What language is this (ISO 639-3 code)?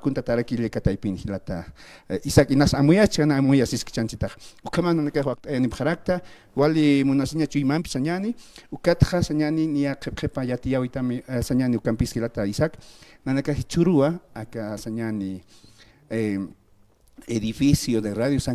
aym